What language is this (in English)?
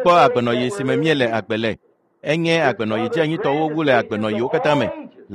Ewe